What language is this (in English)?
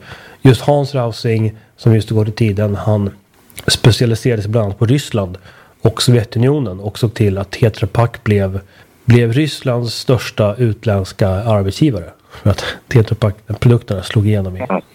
Swedish